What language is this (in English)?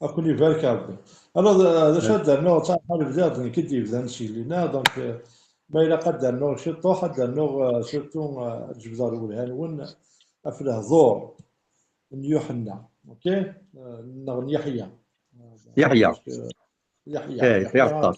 Kabyle